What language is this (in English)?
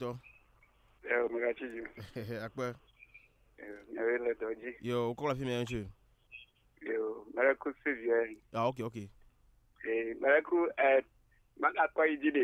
Ewe